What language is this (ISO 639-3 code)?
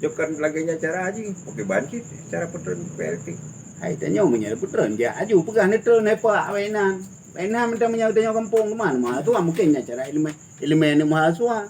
ace